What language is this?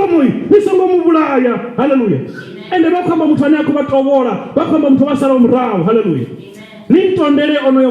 Venda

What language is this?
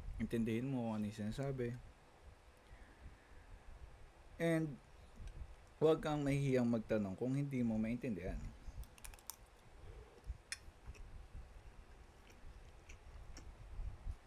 Filipino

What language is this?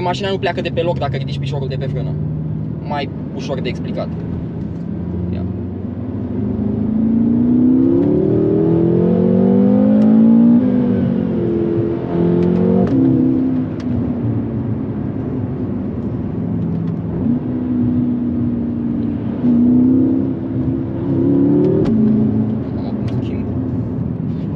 Romanian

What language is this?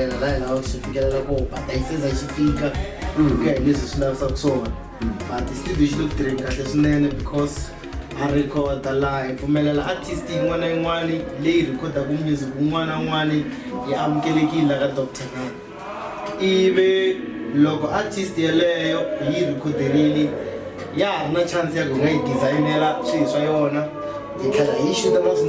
Tsonga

